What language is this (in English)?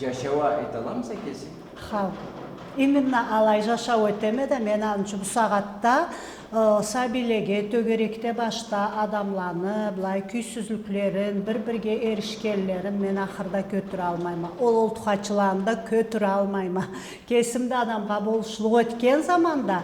Karachay-Balkar